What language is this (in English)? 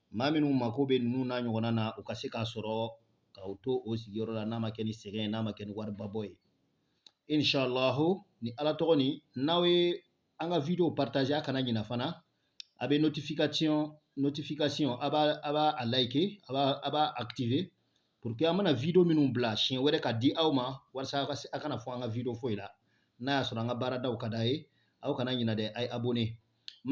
Bambara